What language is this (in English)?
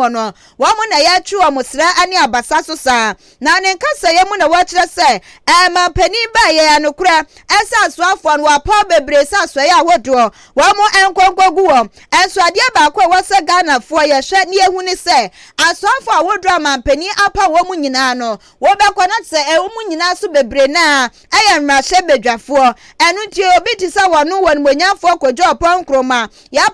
Akan